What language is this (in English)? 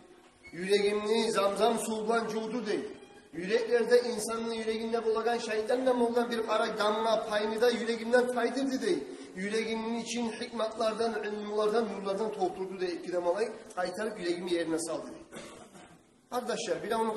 Kumyk